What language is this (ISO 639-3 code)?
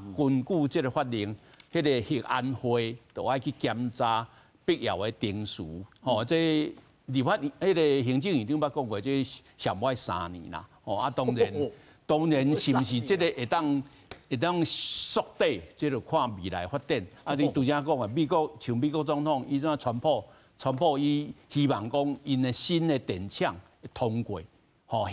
nan